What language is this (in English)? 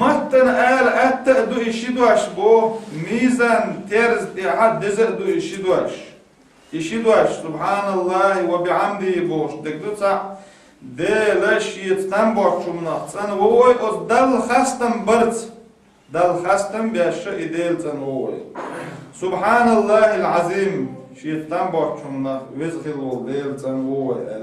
Chechen